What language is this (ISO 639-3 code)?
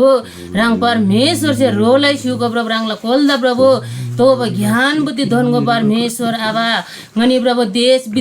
taj